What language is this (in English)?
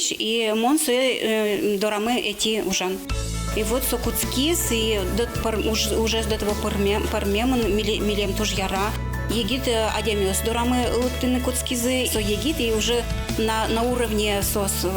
Udmurt